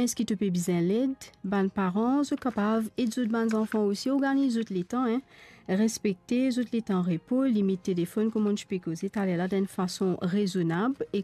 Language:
Morisyen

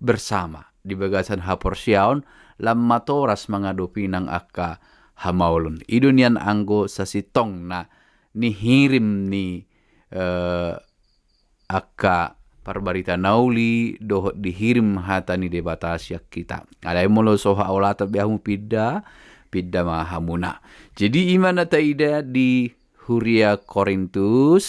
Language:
Batak Toba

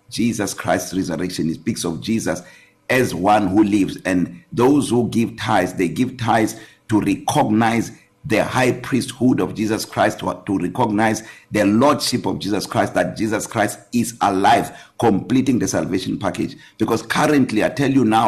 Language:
English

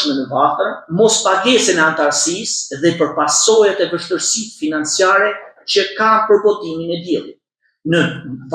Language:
Albanian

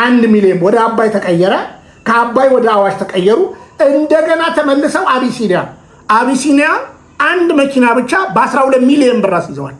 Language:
Amharic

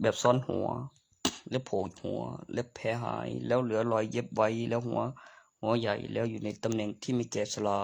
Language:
Lao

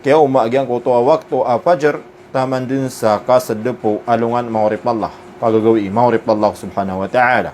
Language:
Maranao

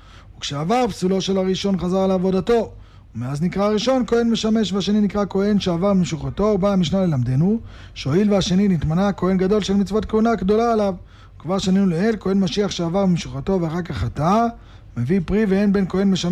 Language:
Hebrew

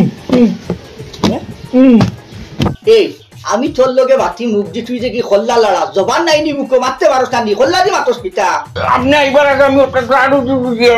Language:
Sylheti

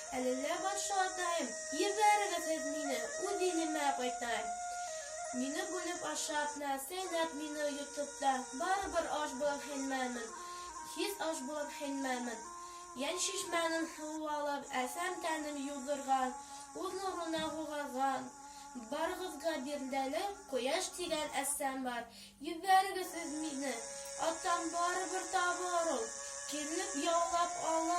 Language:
Bashkir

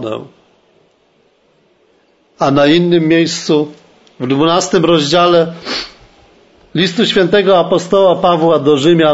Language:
Polish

